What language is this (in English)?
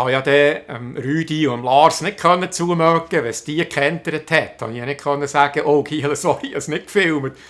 Swiss German